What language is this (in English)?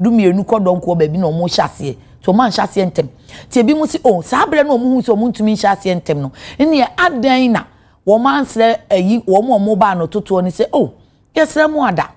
Akan